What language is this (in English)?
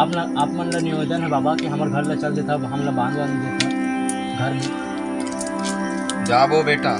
Chhattisgarhi